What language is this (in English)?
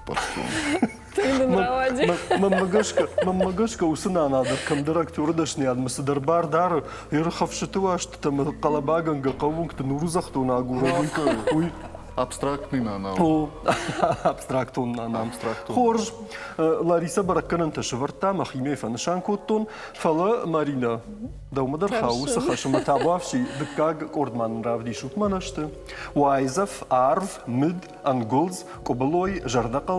Ossetic